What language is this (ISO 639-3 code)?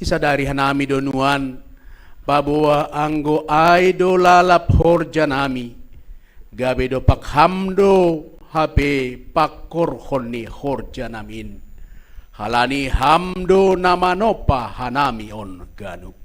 bts